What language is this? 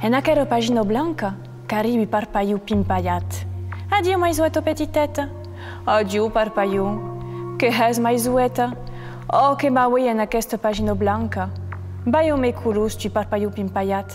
Occitan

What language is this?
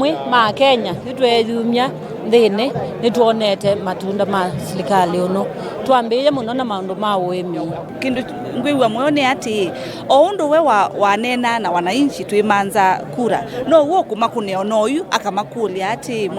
Kamba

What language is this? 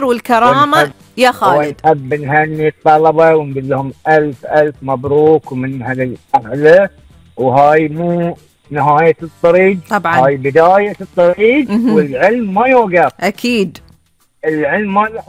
Gulf Arabic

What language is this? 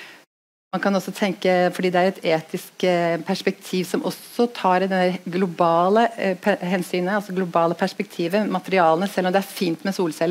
Norwegian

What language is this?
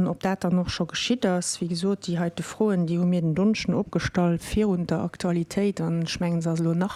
Luxembourgish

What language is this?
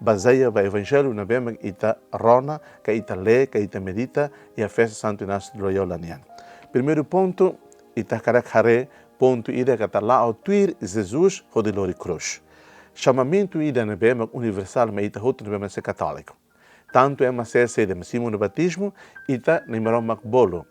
Tetum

